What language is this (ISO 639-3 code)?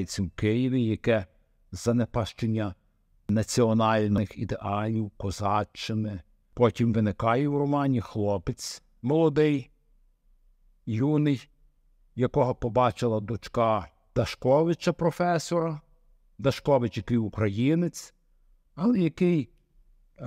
ukr